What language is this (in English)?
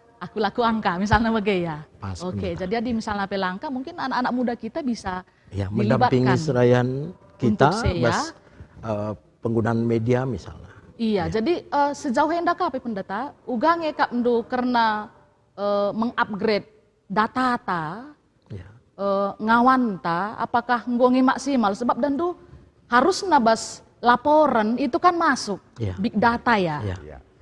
Batak Karo